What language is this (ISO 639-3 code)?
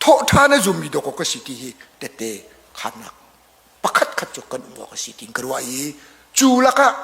cnh